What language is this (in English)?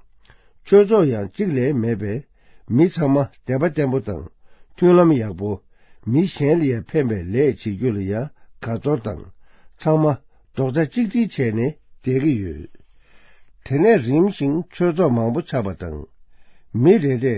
Tibetan